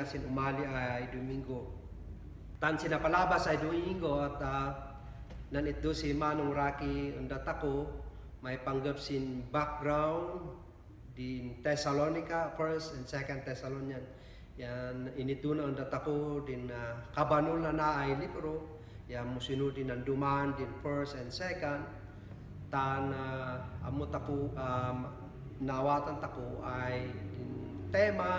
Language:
Kankanaey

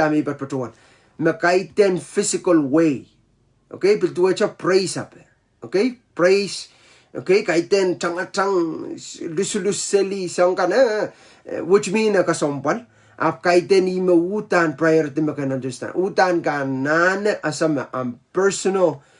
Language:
Pohnpeian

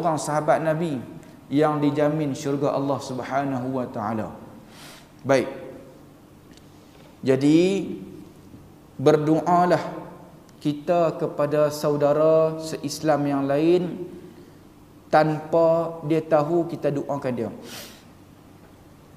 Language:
Malay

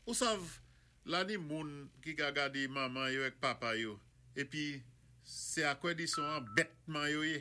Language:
Saint Lucian Creole French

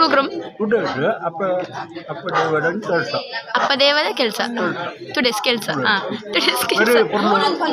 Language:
Tulu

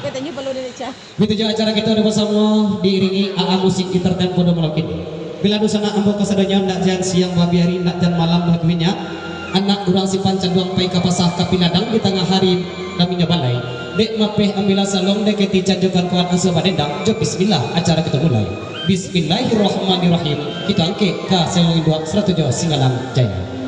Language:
Minangkabau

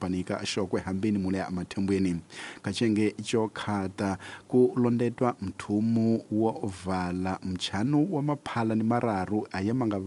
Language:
Tsonga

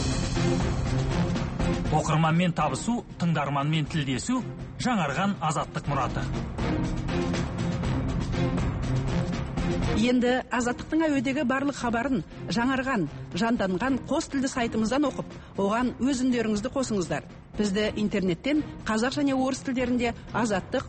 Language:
Kazakh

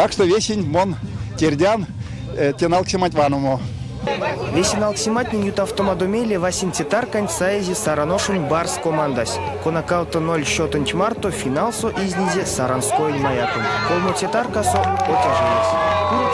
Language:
Erzya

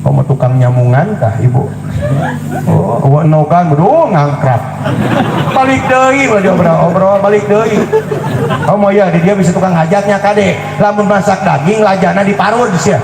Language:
Sundanese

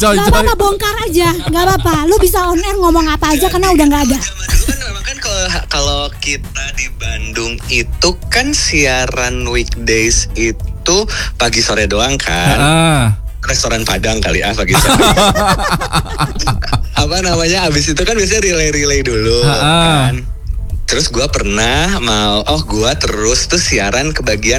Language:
Indonesian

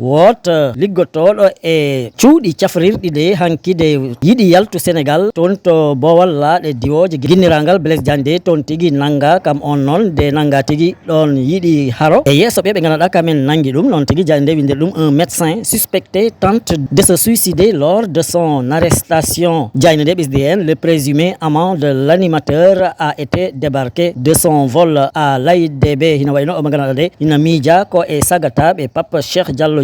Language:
Fula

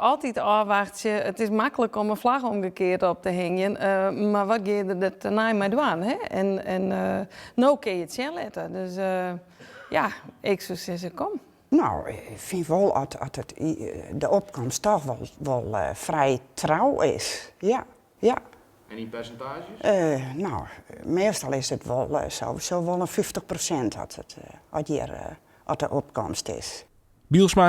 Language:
Western Frisian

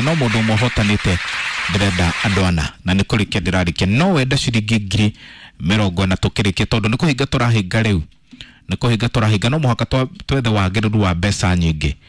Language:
Kikuyu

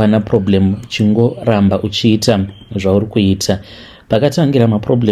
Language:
Shona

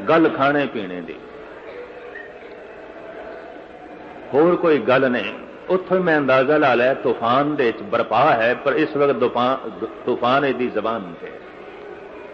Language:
Punjabi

